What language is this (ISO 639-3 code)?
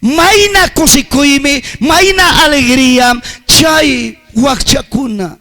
quy